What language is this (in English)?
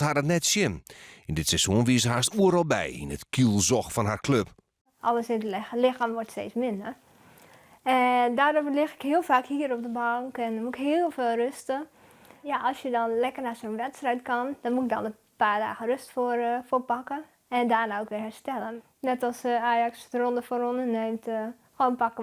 Western Frisian